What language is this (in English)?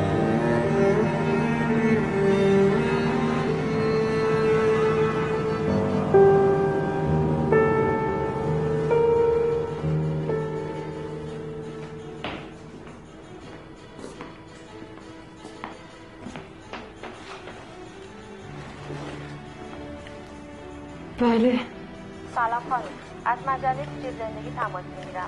Persian